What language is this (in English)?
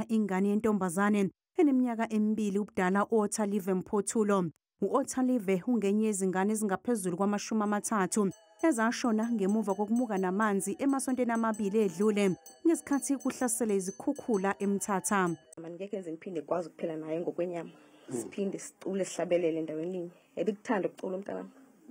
Zulu